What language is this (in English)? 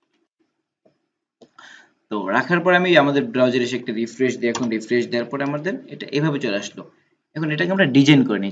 Bangla